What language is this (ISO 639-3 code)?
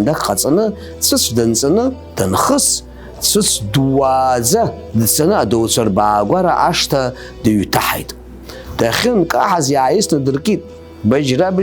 abk